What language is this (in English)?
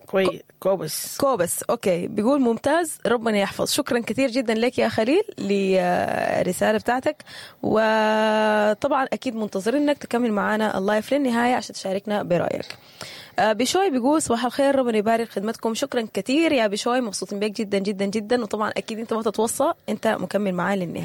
Sudanese Arabic